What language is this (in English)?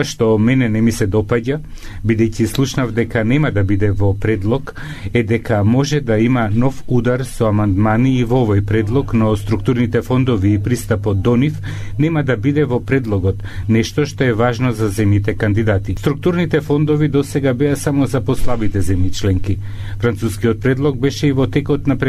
Macedonian